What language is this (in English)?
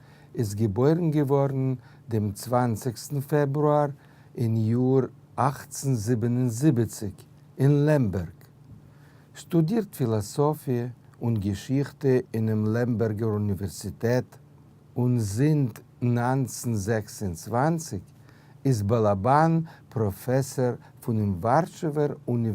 Yiddish